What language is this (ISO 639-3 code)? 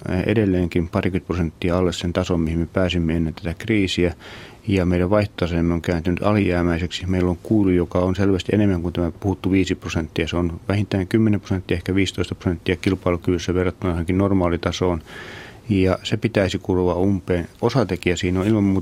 fin